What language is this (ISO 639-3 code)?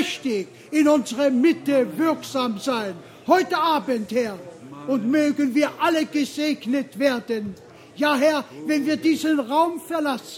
deu